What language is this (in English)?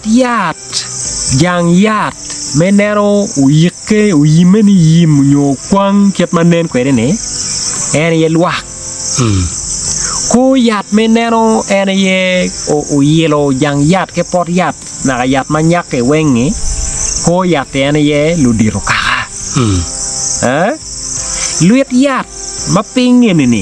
Acoli